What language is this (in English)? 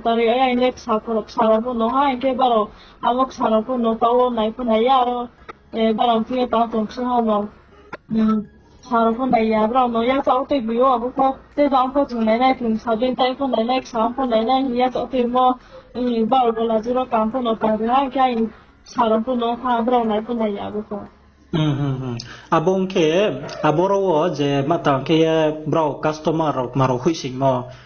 Riang (India)